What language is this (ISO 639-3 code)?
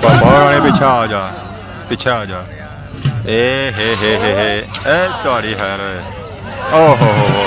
phr